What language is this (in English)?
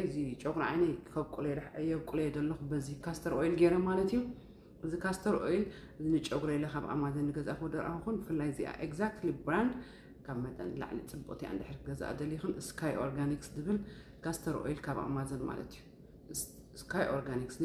Tigrinya